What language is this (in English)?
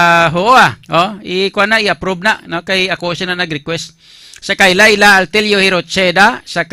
Hiligaynon